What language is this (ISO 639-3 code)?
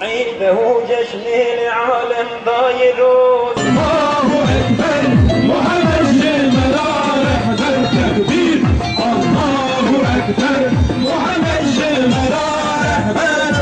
kur